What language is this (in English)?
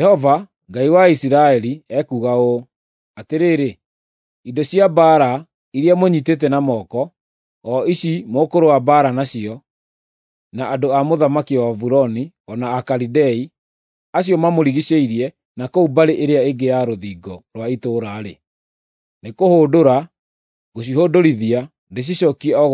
Kikuyu